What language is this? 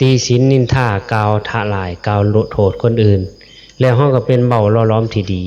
Northeastern Thai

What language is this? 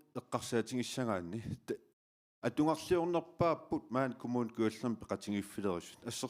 Kalaallisut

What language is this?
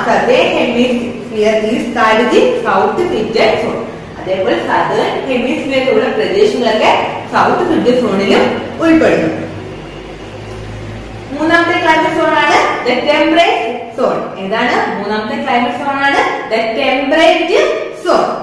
Malayalam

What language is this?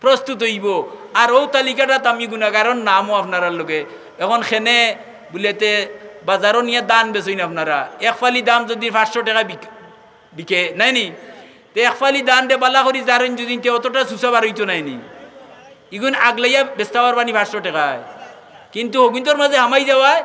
Sylheti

